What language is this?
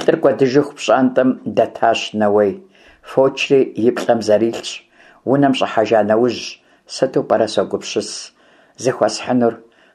Kabardian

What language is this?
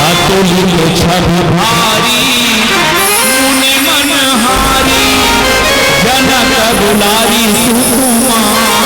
Chhattisgarhi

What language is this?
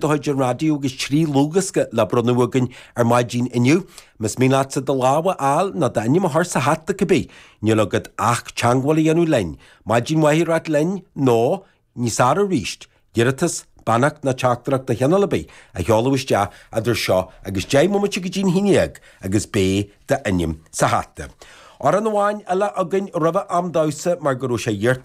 Irish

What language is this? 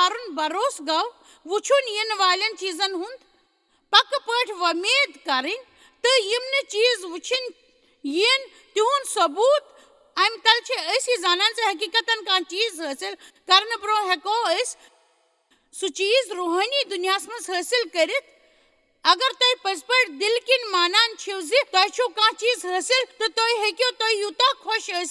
Kashmiri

